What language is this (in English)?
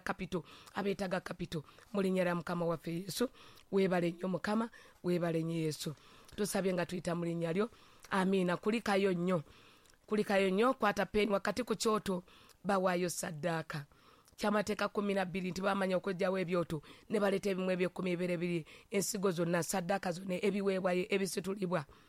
Ganda